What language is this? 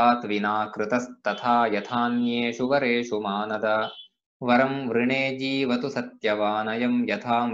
Sanskrit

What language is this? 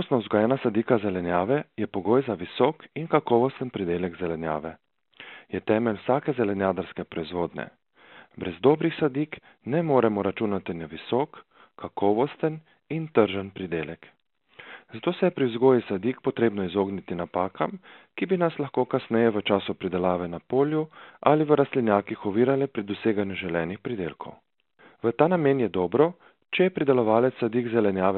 Slovenian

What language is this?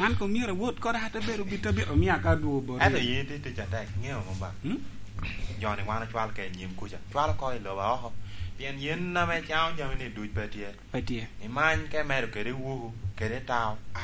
Lango (Uganda)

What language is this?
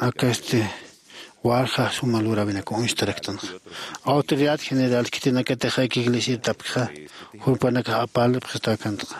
Aymara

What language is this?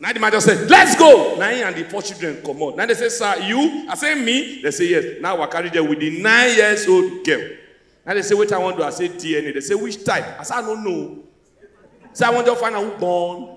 Nigerian Pidgin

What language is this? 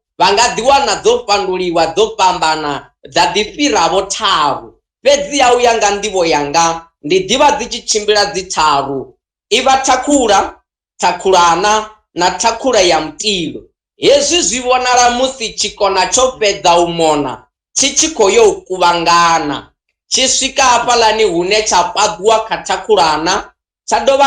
Venda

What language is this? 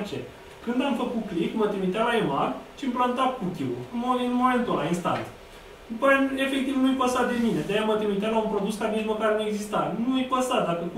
Romanian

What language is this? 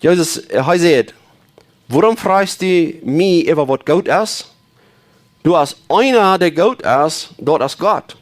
Plautdietsch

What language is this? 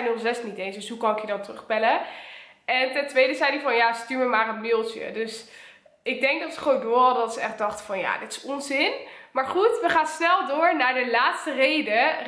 Dutch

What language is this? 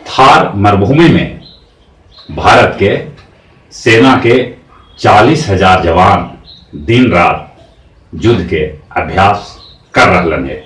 Magahi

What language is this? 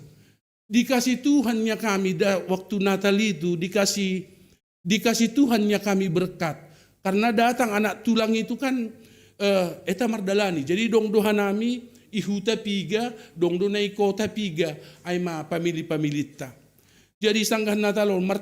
Batak Simalungun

